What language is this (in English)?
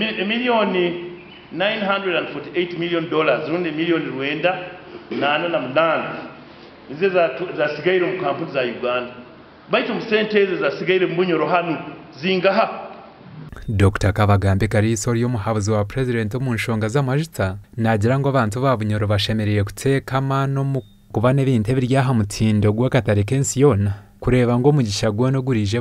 Nyankole